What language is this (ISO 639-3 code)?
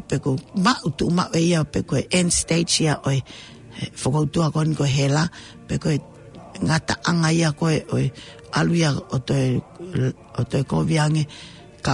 ton